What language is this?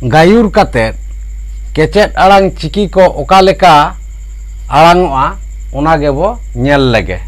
Santali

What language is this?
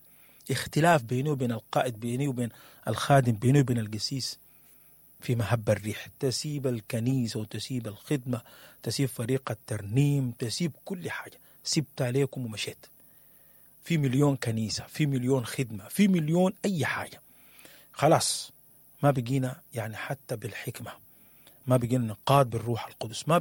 Sudanese Arabic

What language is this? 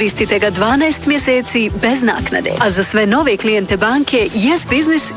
Bosnian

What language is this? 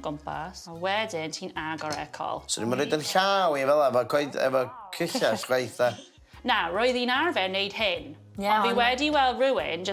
Welsh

